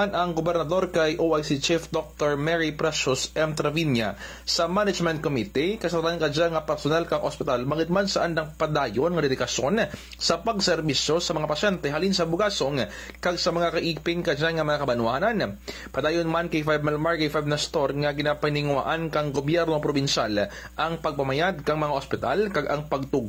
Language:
Kinaray-a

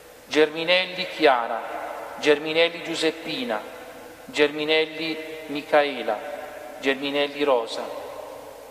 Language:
Italian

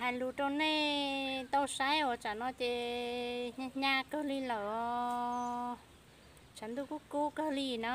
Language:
Hmong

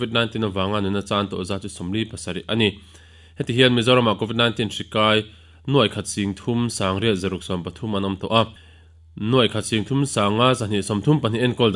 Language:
Mizo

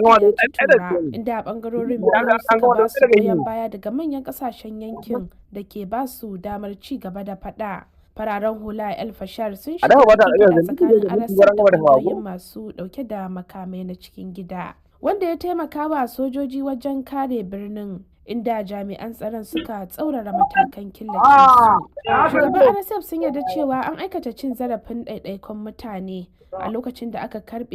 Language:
Hausa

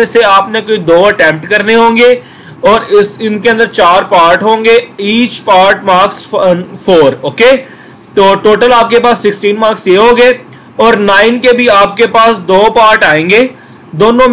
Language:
Hindi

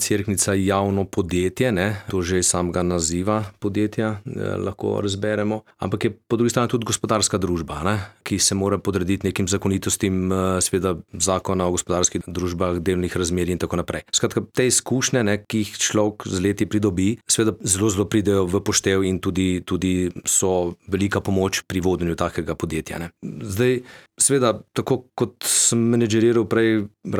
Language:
Slovenian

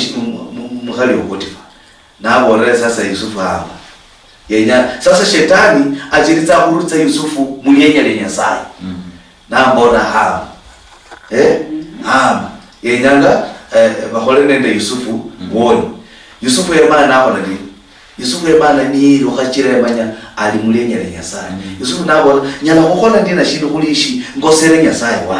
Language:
Luyia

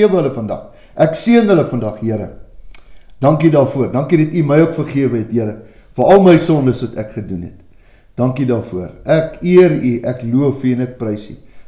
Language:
Afrikaans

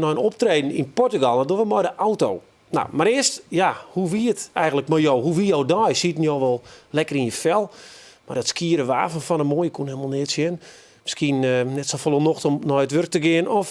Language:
Western Frisian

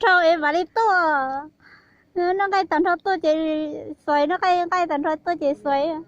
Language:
Hmong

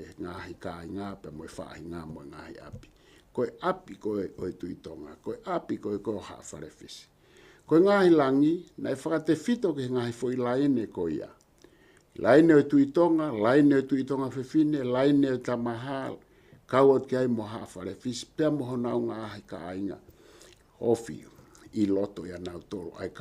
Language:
Tongan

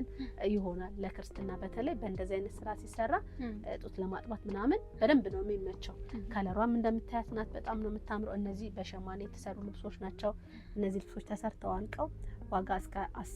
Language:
Amharic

